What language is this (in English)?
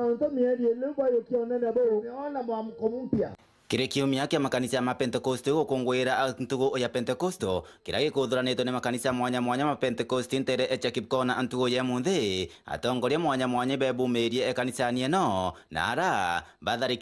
Meru